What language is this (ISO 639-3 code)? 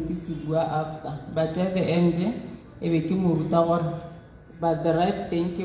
tsn